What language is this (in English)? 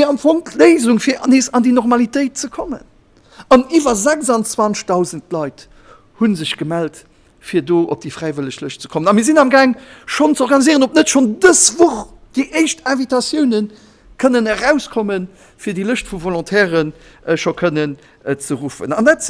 Luxembourgish